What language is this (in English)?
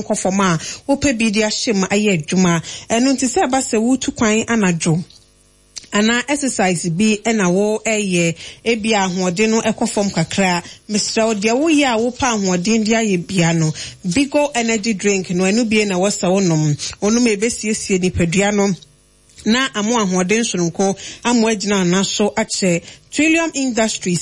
Akan